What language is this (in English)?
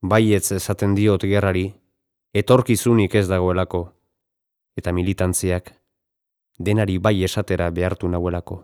Basque